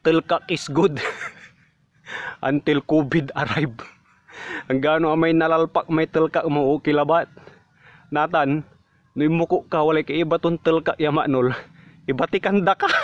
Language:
Pangasinan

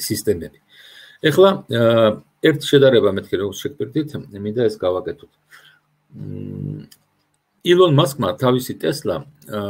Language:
Georgian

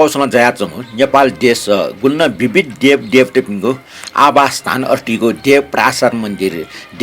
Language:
Newari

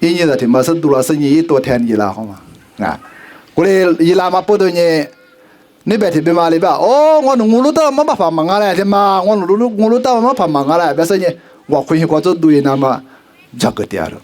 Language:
Lisu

